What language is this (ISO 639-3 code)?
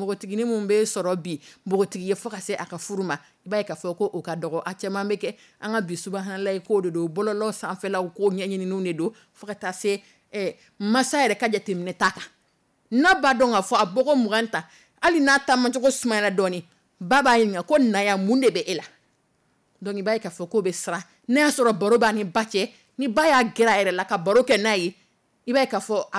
dyu